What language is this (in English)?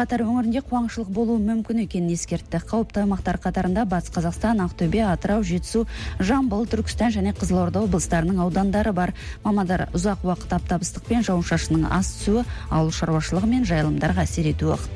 Kazakh